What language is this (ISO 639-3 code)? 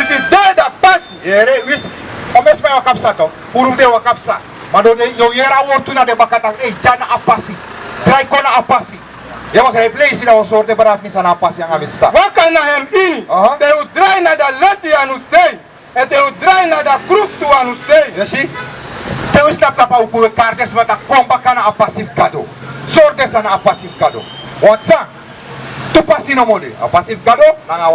srn